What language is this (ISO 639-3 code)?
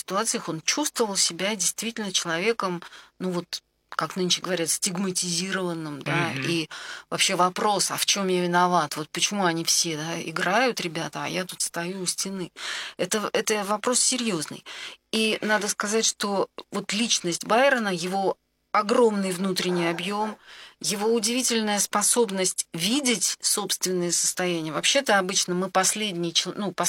rus